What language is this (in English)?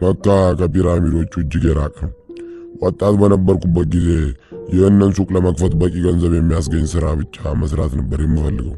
Amharic